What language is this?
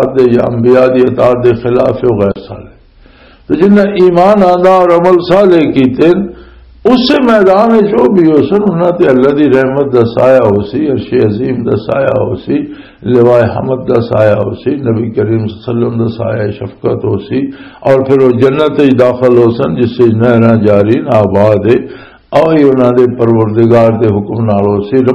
Western Panjabi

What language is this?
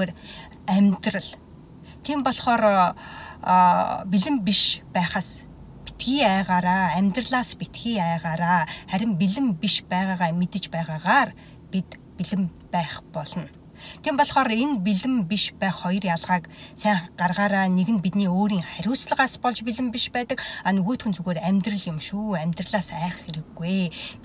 Mongolian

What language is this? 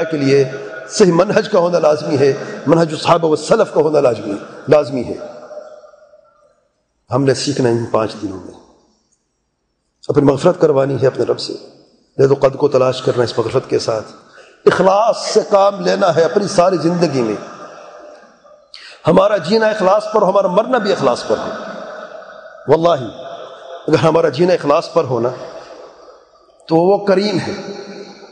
Urdu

